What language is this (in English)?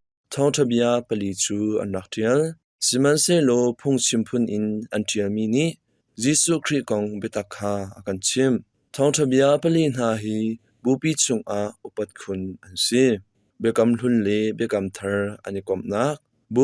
Hakha Chin